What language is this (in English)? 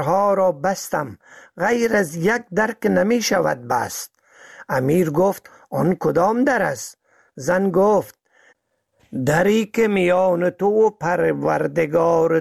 Persian